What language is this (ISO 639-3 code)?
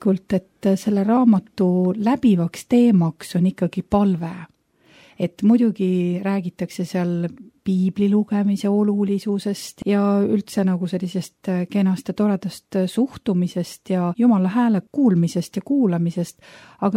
est